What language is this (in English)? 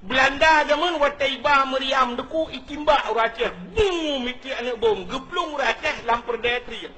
Achinese